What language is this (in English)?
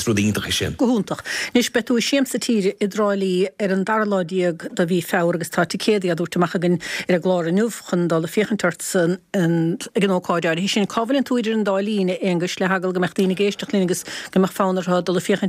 Irish